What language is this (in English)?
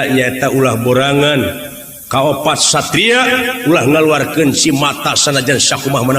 Sundanese